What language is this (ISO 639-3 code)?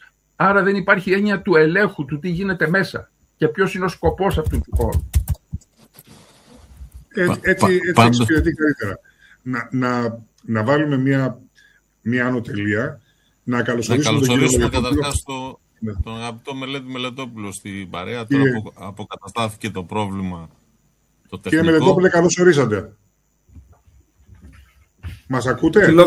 ell